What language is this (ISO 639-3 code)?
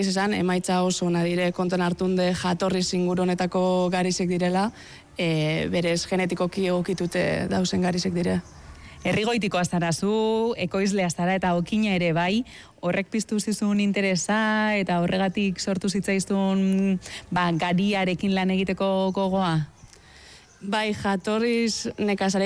eus